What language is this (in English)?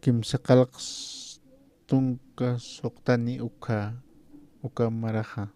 Aymara